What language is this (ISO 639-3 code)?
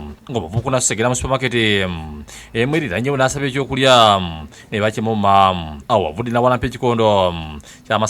lug